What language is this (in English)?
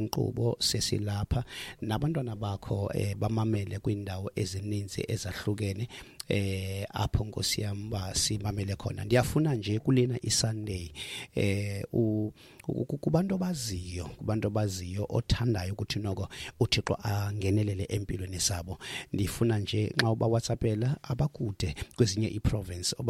Xhosa